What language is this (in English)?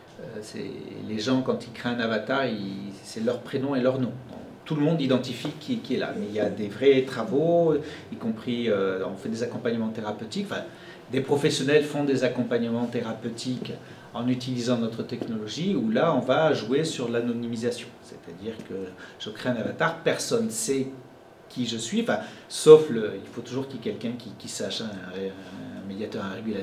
French